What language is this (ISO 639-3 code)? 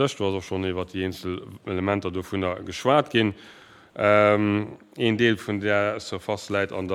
ltz